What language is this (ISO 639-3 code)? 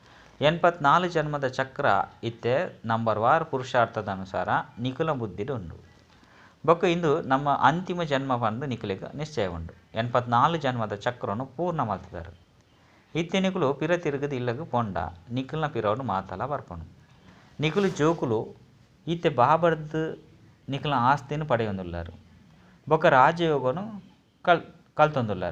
tcy